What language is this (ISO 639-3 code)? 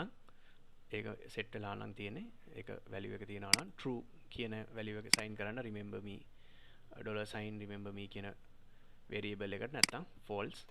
sin